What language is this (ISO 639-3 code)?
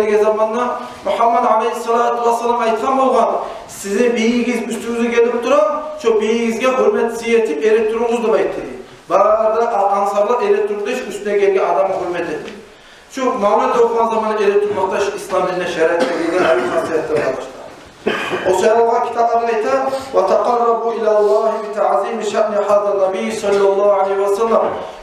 kum